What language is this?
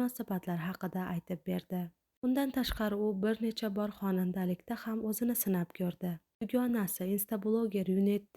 Uzbek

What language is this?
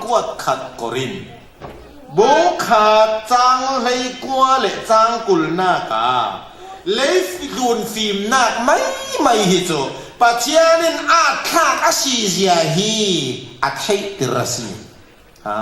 Falam Chin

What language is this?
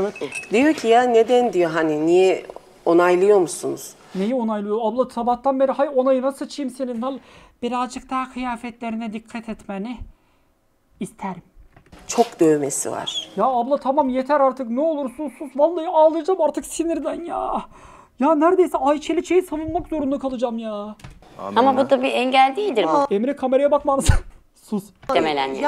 Turkish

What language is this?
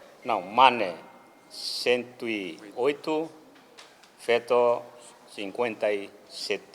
Tetum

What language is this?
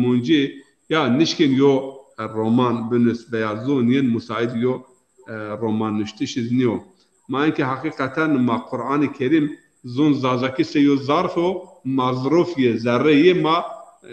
Zaza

